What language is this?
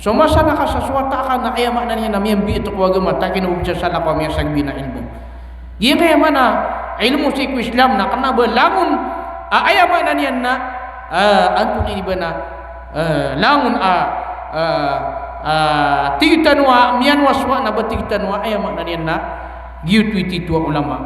Maranao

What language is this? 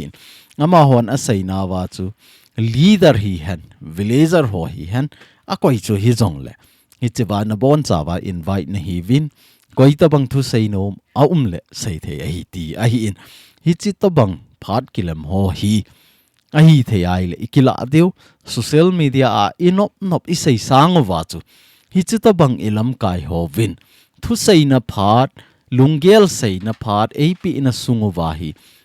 Thado Chin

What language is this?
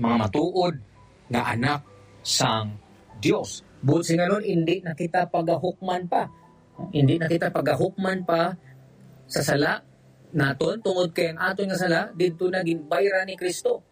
Hiligaynon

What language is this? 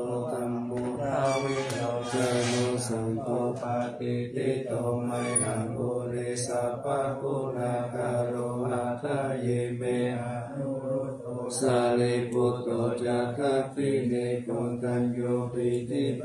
Pali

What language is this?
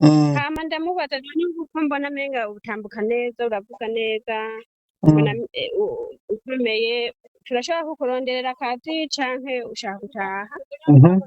Rundi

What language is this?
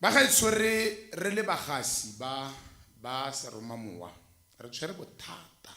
Tswana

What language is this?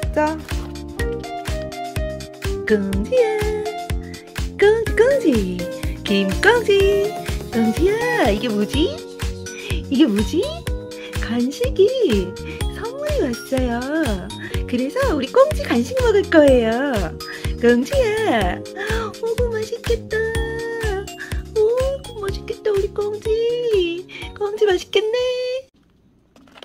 Korean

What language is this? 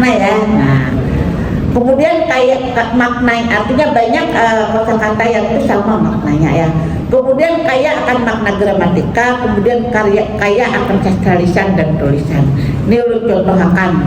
Banjar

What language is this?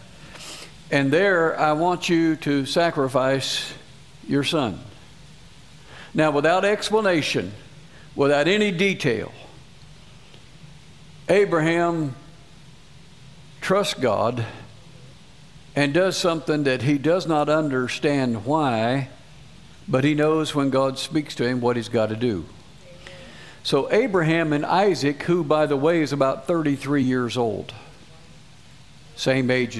English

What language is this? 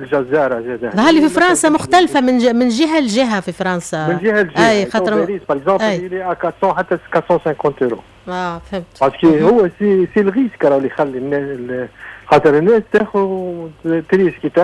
Tunisian Arabic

